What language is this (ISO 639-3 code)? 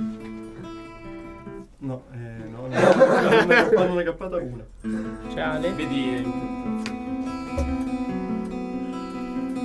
ita